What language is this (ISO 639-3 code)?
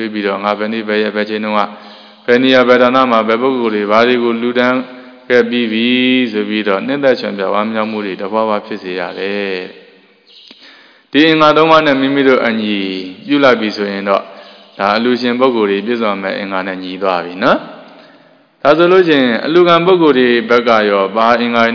mya